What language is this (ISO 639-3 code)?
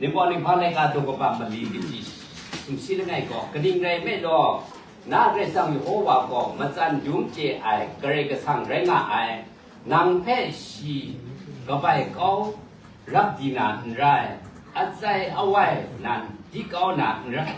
kac